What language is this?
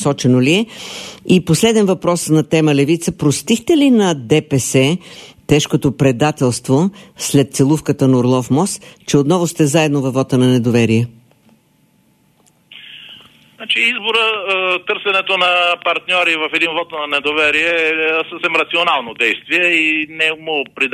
Bulgarian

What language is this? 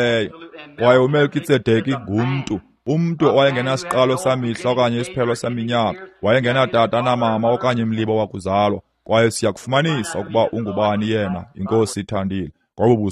Xhosa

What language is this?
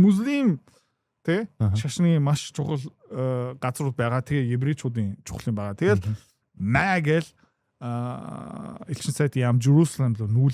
Mongolian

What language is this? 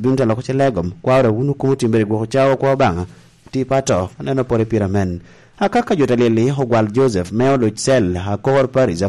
Lango (Uganda)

